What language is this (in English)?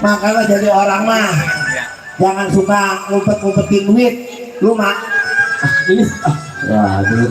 Betawi